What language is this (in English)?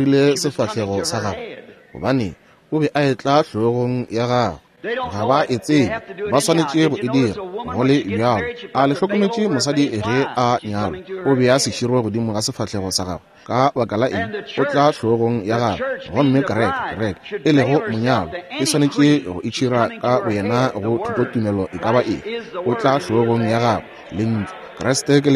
Northern Sotho